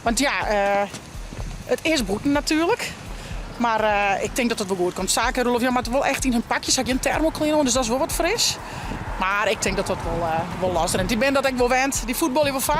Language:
Western Frisian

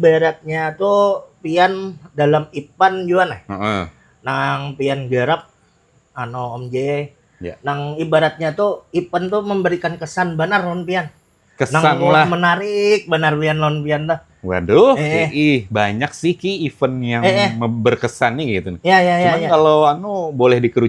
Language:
Banjar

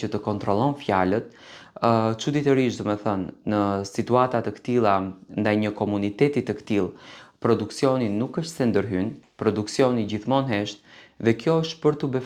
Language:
Albanian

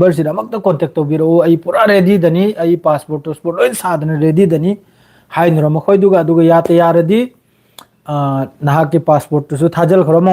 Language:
Manipuri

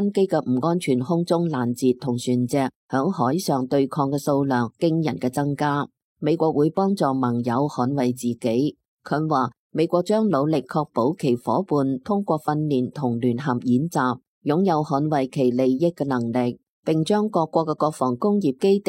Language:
Cantonese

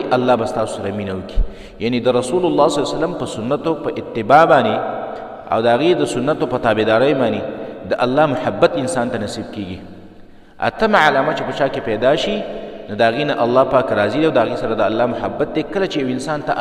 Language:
Pashto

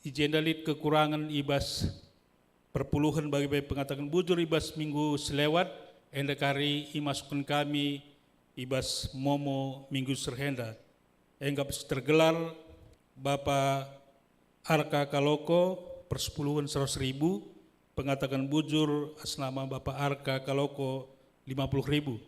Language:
Batak Karo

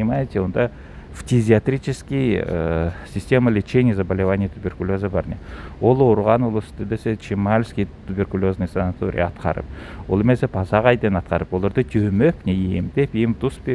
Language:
Southern Altai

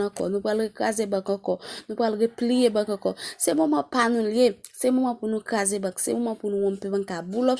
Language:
Haitian Creole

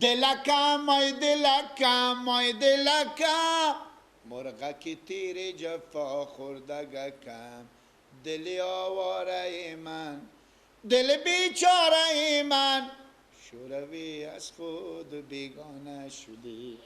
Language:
Persian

